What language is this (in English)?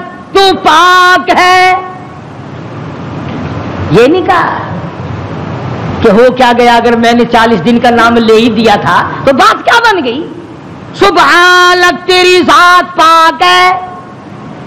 Urdu